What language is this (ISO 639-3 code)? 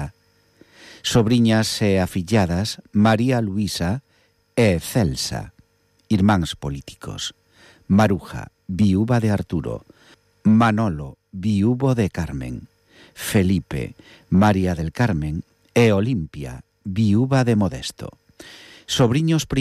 glg